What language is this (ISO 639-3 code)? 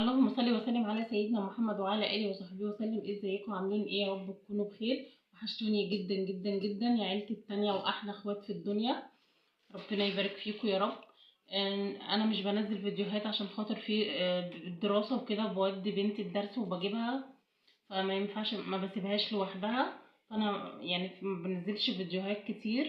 arz